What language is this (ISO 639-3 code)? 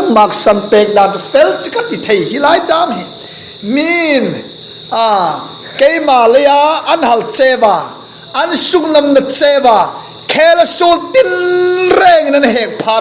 hmr